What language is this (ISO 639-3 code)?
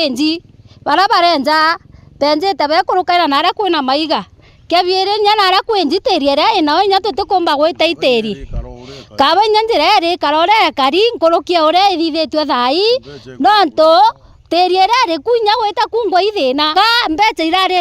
mer